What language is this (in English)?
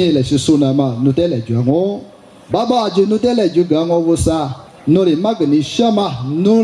Lisu